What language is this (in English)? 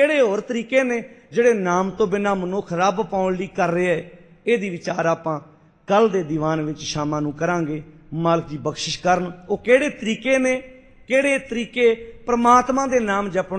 Punjabi